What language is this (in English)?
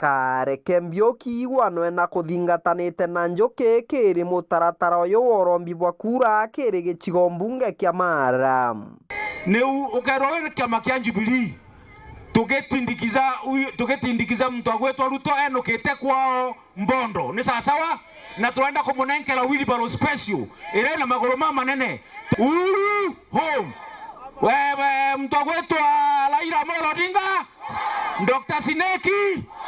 Meru